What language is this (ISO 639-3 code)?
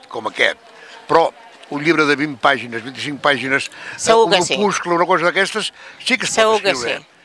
cat